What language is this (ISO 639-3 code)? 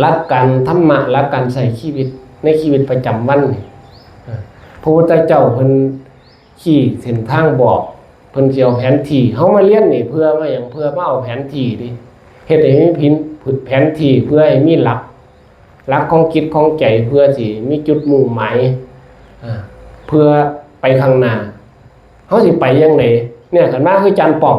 tts